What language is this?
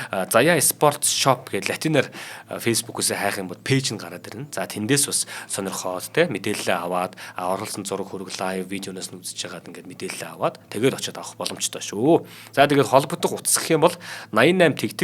Mongolian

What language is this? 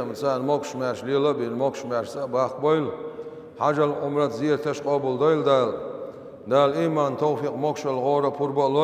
Chechen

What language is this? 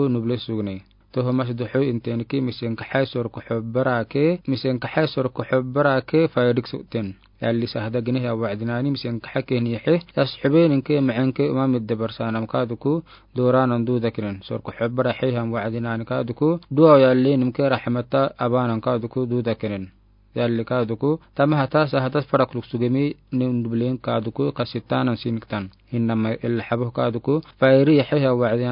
Afar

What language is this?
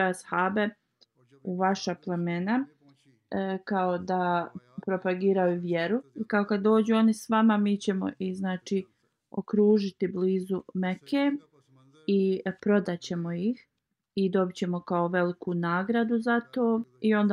Bosnian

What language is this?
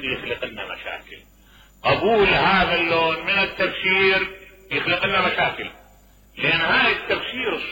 Mesopotamian Arabic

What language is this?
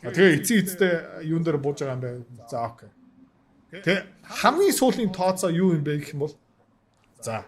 Mongolian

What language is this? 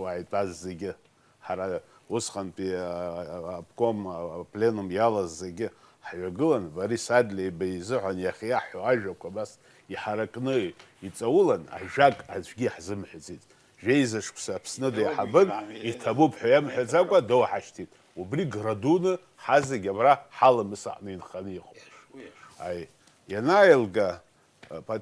Abkhazian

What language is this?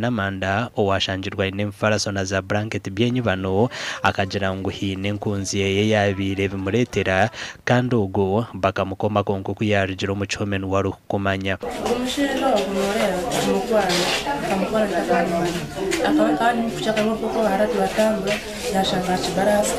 Nyankole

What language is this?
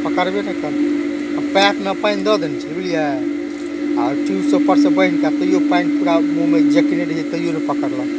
Maithili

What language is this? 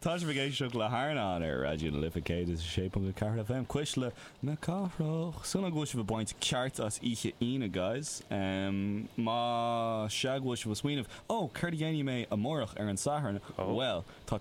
Irish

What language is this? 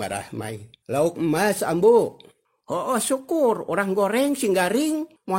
Sundanese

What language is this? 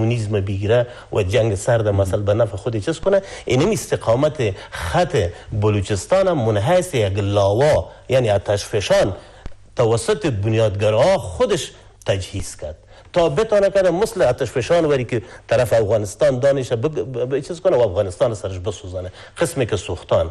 Persian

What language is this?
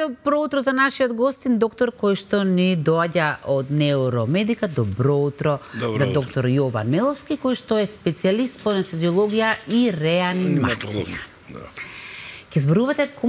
Macedonian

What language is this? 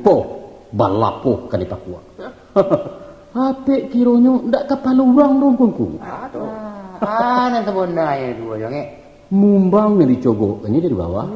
Minangkabau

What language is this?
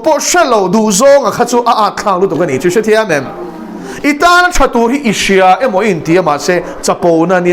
Mizo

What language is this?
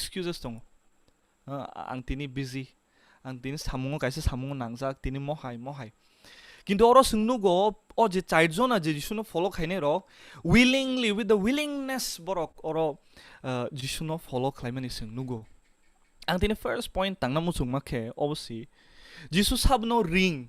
Kok Borok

